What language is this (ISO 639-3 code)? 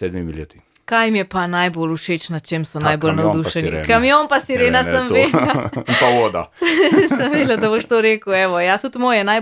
slv